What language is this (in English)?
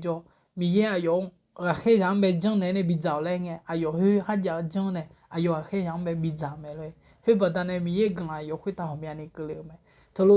Akha